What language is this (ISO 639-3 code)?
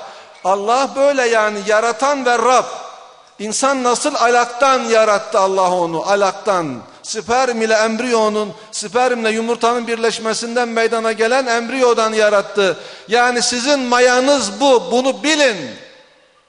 tur